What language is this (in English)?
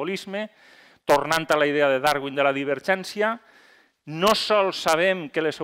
Catalan